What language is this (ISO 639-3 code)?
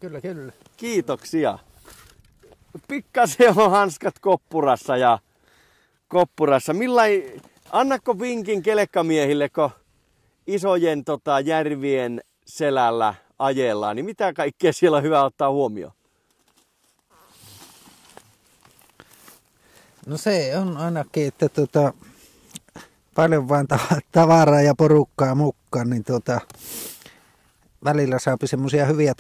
fin